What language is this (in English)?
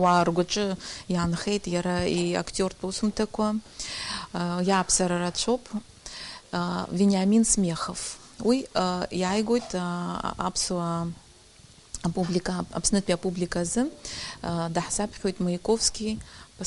Abkhazian